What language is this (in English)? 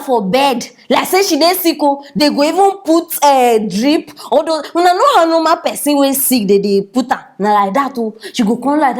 Nigerian Pidgin